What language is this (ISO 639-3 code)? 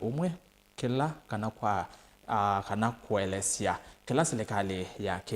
kam